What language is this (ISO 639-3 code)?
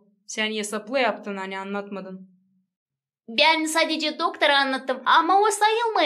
gag